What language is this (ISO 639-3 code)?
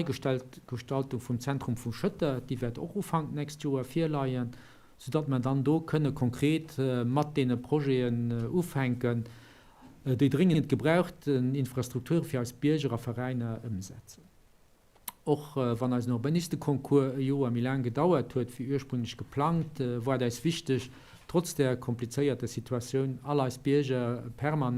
ltz